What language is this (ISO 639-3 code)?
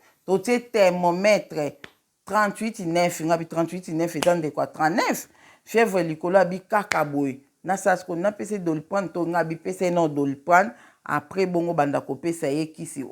lin